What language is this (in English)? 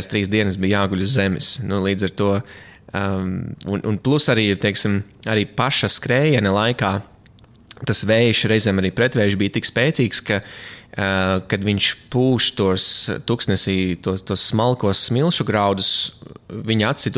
Latvian